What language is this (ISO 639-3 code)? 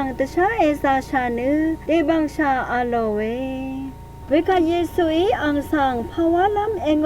raw